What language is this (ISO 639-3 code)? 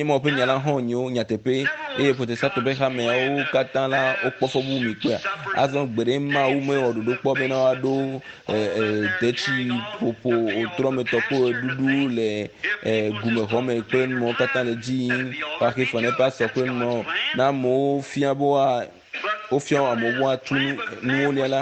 ewe